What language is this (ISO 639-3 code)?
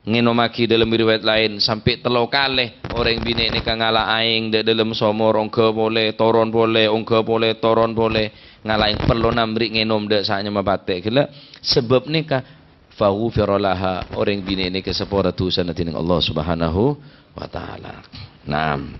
mad